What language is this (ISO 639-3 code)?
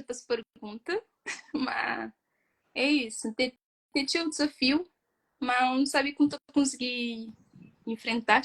kea